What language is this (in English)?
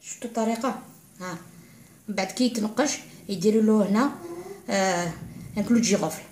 Algerian Arabic